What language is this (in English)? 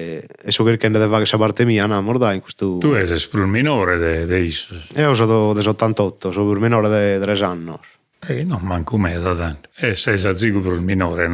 Sardinian